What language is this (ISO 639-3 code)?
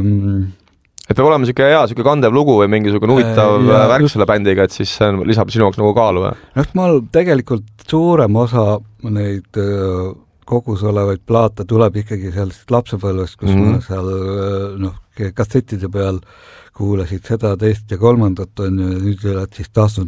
est